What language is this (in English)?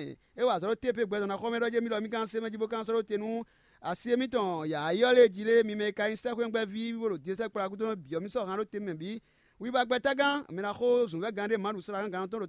Fon